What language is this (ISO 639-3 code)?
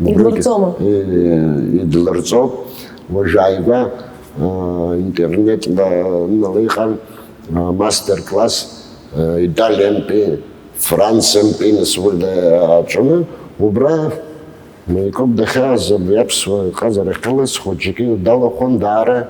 abk